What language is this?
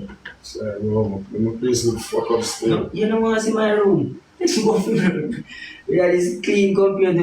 Jamaican Creole English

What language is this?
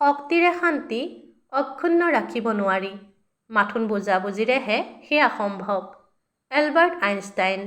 Assamese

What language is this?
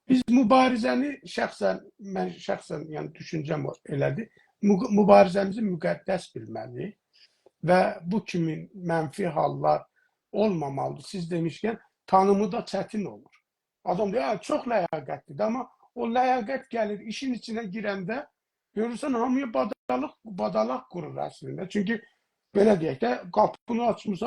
South Azerbaijani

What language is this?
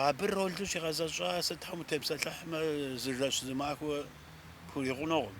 Kabardian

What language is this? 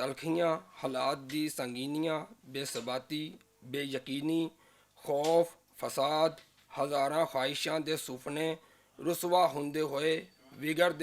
Western Panjabi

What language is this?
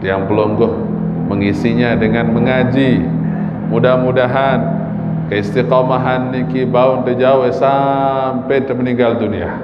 Sasak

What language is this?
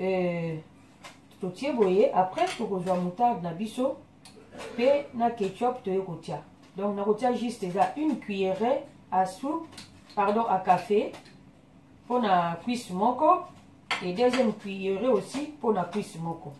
Lingala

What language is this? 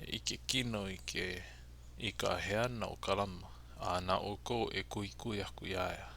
Hawaiian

